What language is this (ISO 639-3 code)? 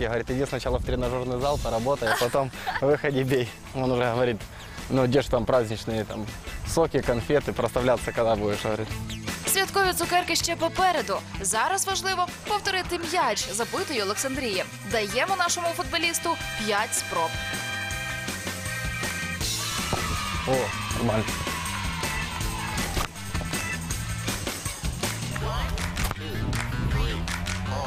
ukr